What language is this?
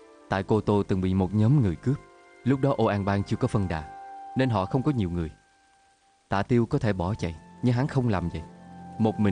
Vietnamese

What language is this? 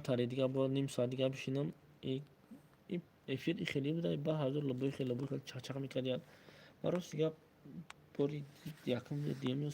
Tajik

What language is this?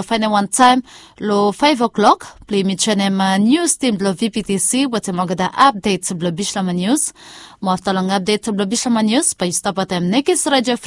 Bislama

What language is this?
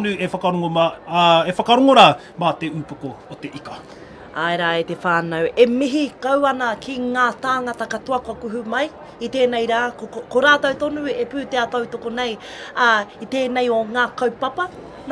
Māori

